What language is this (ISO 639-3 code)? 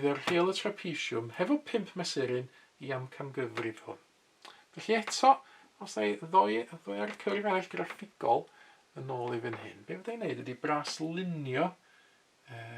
cym